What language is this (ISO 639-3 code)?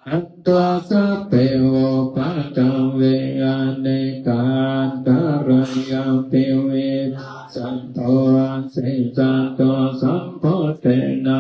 pli